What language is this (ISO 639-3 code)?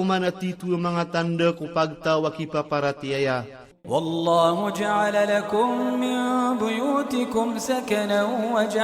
mrw